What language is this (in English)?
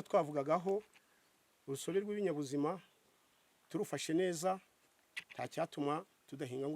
Kinyarwanda